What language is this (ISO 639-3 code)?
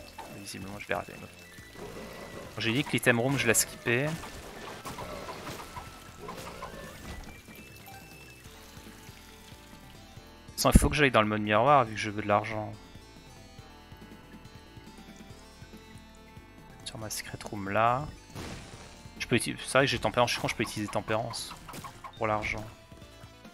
fra